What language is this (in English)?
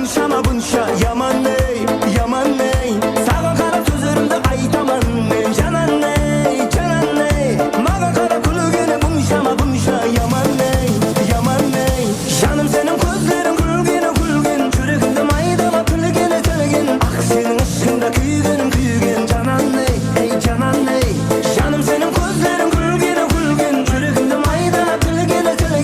Kara-Kalpak